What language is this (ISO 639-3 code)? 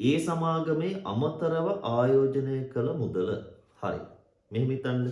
sin